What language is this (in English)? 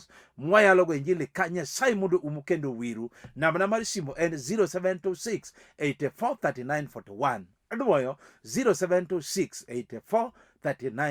Luo (Kenya and Tanzania)